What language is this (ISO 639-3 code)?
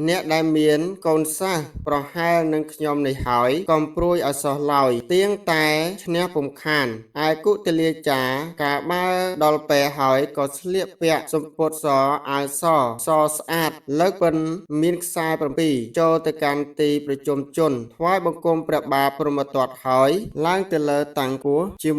khm